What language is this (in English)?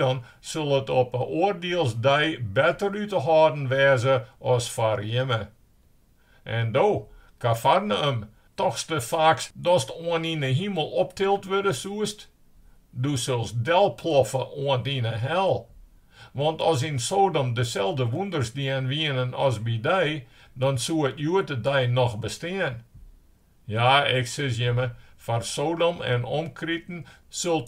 Western Frisian